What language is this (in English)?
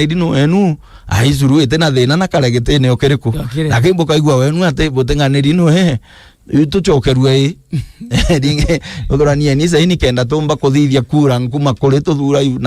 Meru